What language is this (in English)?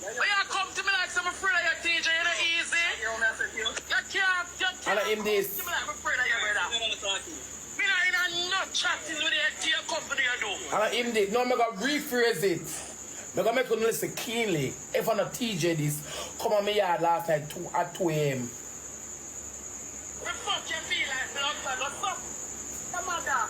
Jamaican Creole English